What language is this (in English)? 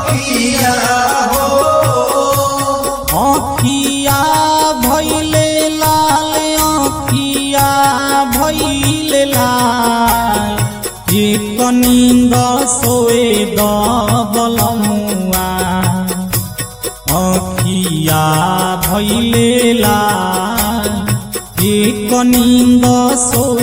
Bhojpuri